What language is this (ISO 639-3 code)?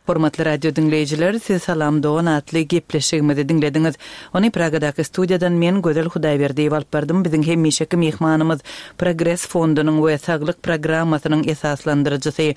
tuk